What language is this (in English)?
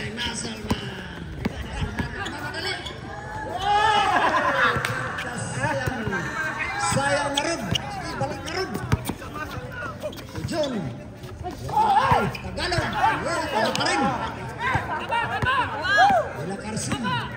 Filipino